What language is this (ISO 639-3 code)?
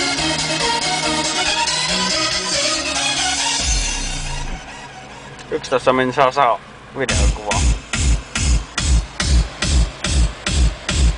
fin